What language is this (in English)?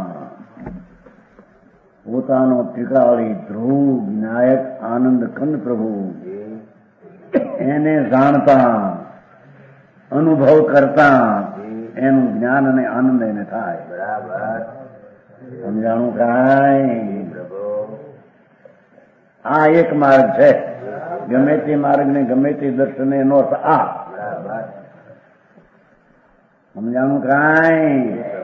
Gujarati